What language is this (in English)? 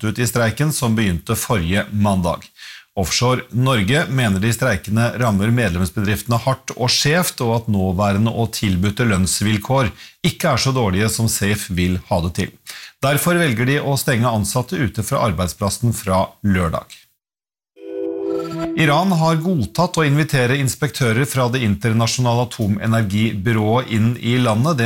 Norwegian